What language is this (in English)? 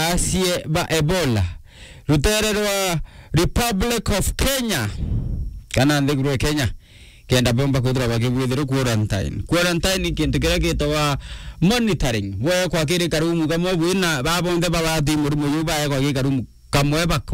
Meru